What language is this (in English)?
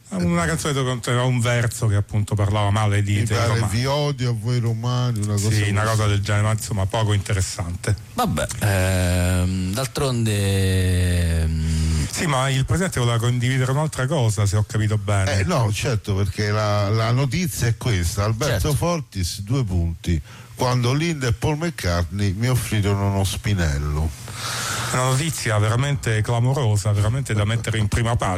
Italian